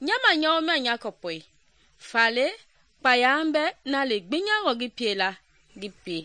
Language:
Mende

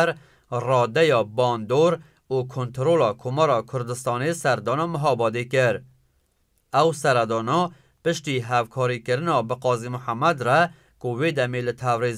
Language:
Kurdish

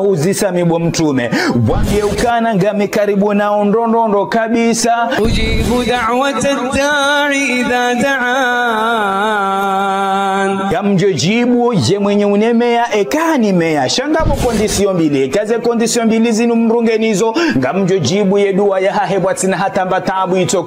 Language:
Ngazidja Comorian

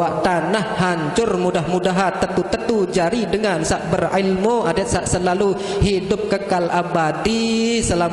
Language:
Sasak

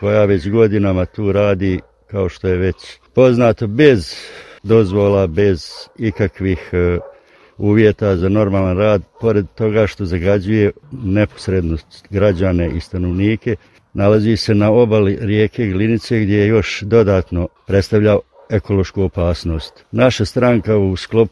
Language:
Croatian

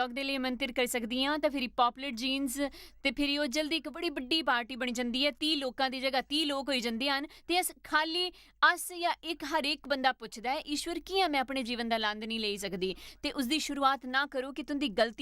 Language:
Dogri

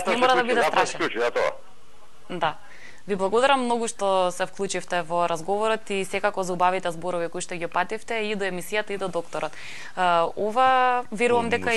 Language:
Macedonian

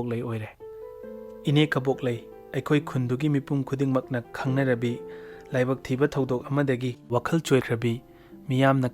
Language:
Manipuri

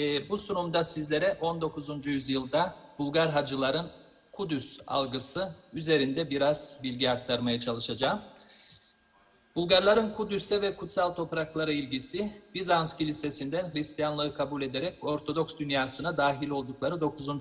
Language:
Turkish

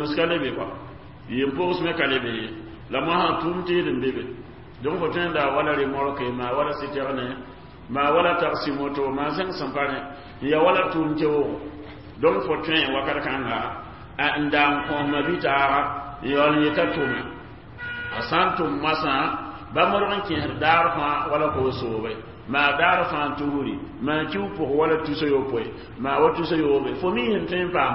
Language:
Mossi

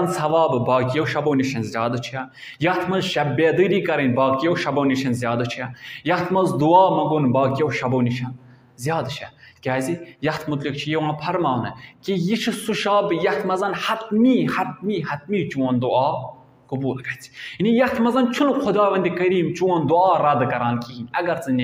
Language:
Kashmiri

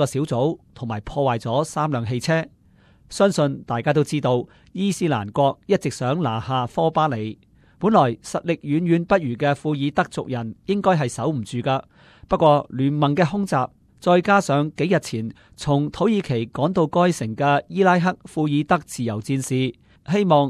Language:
Cantonese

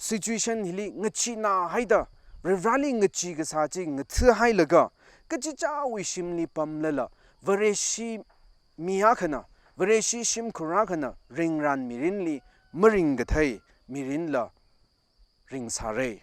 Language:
Tangkhul Naga (India)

